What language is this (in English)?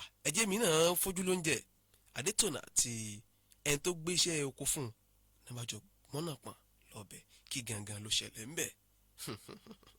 Yoruba